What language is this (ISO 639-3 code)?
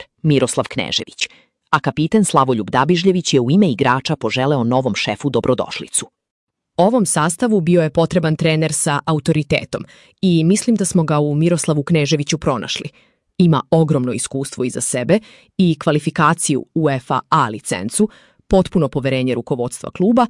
srp